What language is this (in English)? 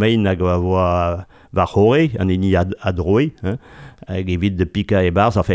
Breton